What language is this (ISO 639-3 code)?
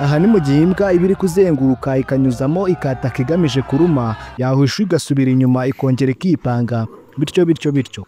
kin